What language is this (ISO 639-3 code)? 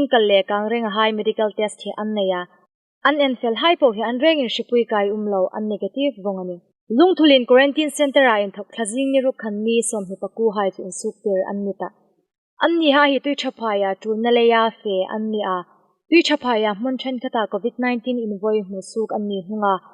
hmr